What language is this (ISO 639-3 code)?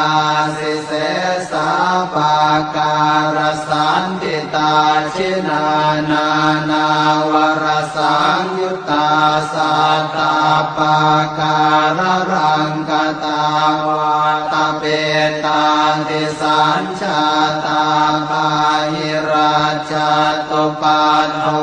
pli